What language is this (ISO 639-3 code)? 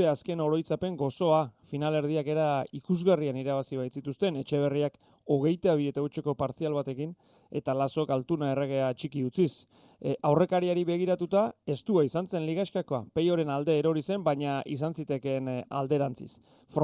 eus